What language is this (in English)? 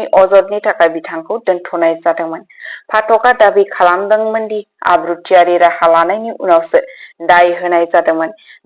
Bodo